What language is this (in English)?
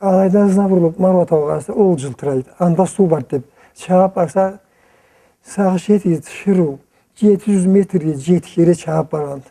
Karachay-Balkar